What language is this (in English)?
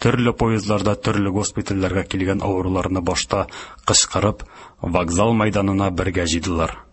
Tatar